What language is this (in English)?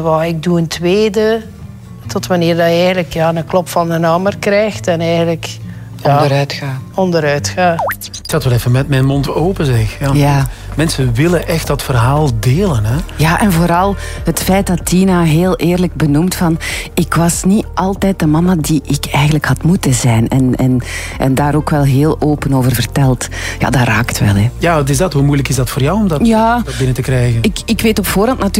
Dutch